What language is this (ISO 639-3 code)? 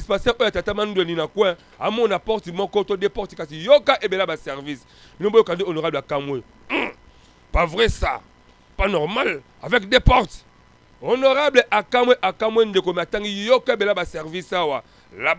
lin